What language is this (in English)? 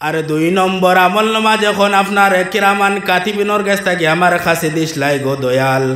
Sylheti